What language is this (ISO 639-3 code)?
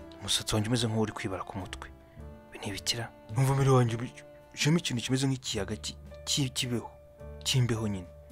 kin